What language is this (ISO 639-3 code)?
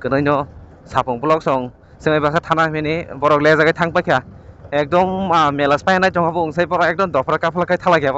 trp